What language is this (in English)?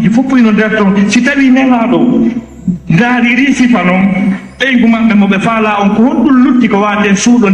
Fula